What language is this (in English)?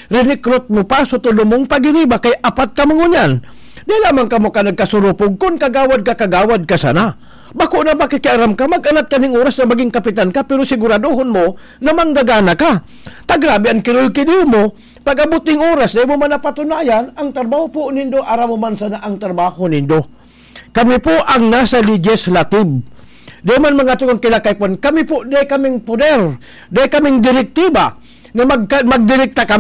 Bikol